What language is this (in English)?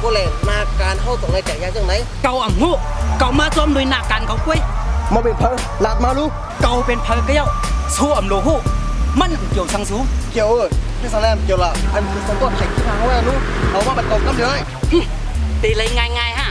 Shan